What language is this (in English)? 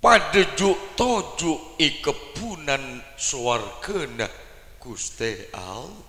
Madurese